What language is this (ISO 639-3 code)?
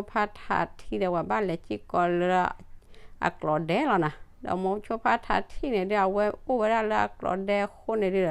ksw